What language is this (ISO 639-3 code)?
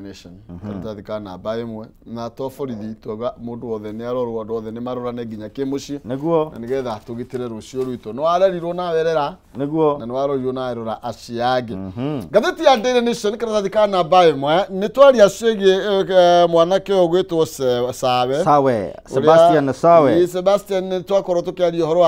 kik